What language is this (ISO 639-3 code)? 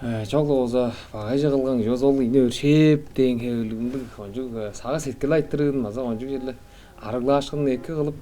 tyv